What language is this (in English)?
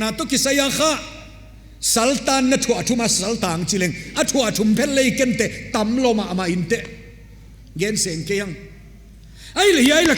Paite Chin